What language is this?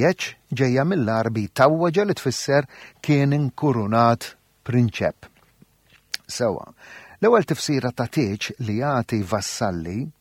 Maltese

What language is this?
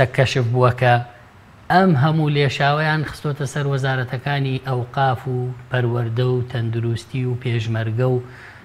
Central Kurdish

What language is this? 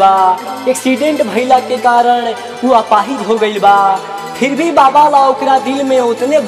Bhojpuri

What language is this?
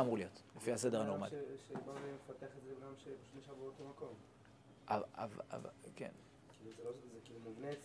Hebrew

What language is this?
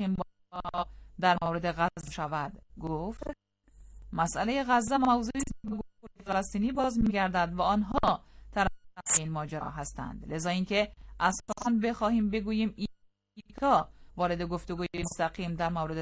Persian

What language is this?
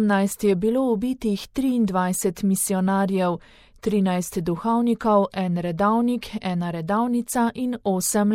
Slovenian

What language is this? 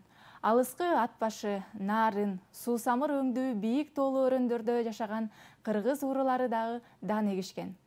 Kyrgyz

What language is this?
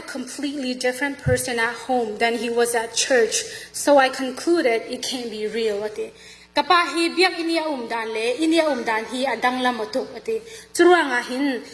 Falam Chin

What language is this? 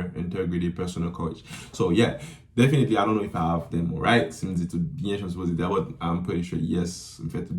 Haitian Creole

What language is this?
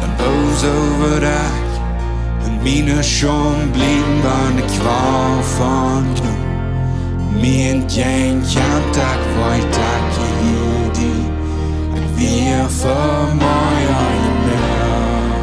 Plautdietsch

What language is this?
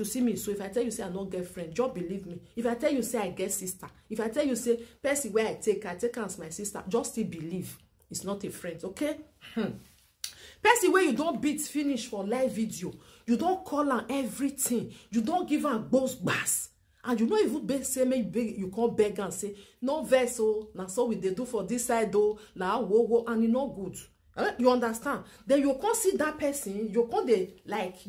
Nigerian Pidgin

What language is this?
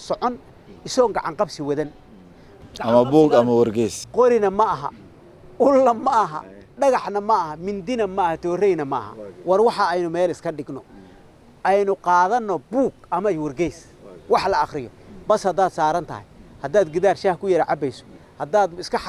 Somali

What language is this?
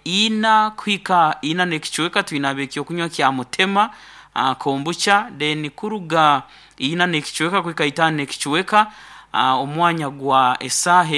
Nyankole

